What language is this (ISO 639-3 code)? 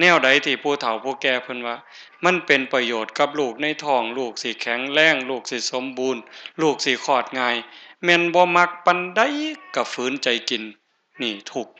tts